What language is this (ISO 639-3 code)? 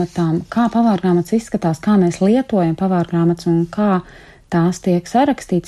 lav